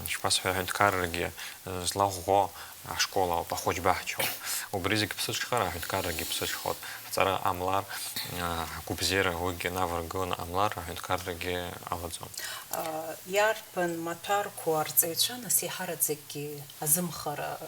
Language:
Abkhazian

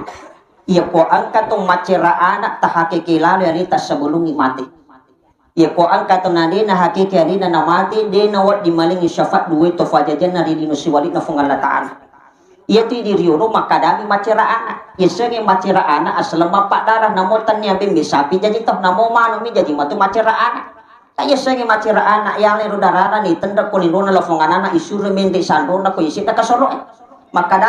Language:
Buginese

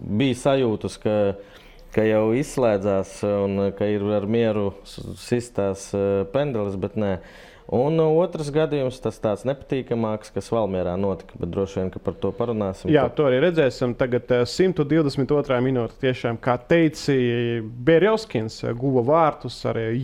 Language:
Latvian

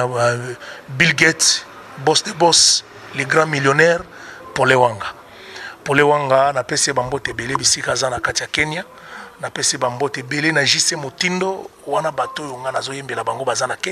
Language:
Lingala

